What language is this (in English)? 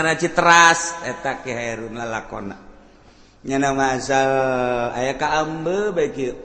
Sundanese